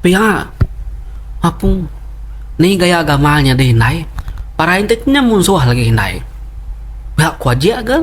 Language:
Iban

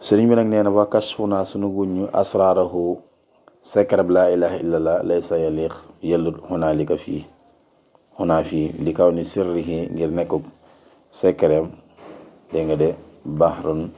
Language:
Wolof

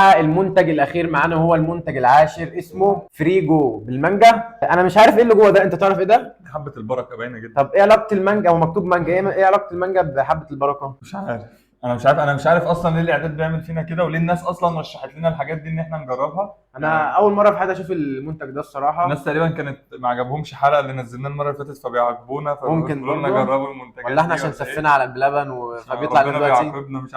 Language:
Egyptian Arabic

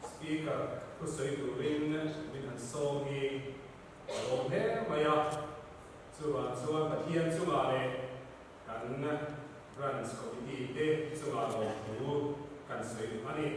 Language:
Mizo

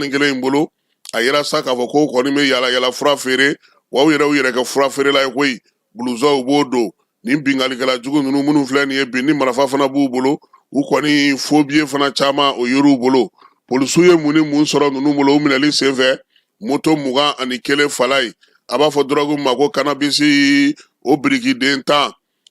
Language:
Bambara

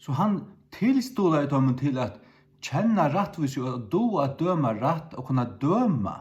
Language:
Faroese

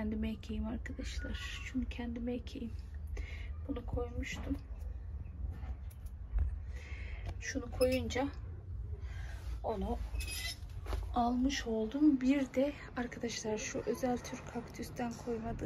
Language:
Turkish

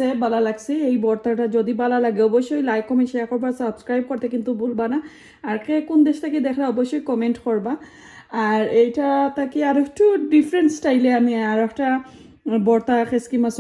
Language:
Sylheti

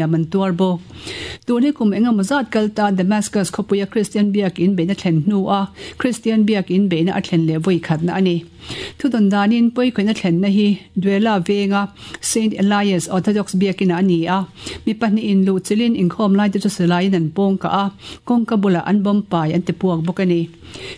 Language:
Mizo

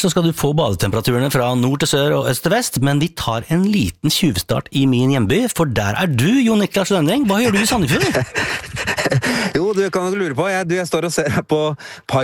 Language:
Norwegian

